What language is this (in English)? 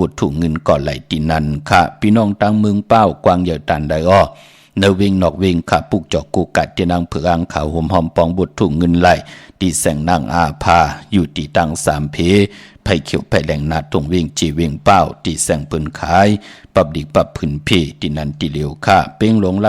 Shan